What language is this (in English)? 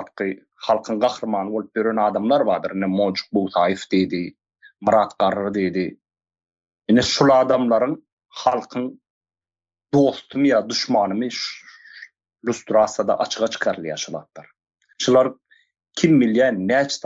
Turkmen